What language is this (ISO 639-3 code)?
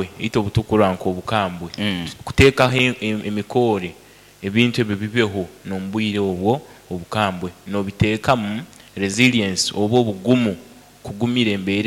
nyo